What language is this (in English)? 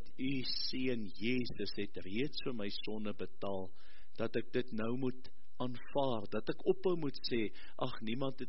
Afrikaans